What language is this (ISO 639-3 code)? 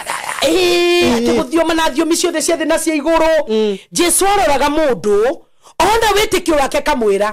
kik